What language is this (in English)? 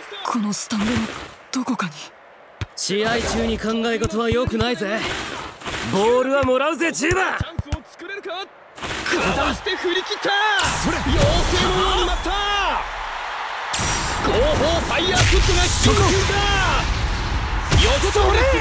Japanese